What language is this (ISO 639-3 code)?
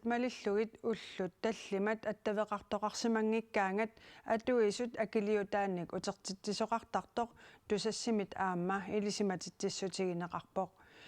kal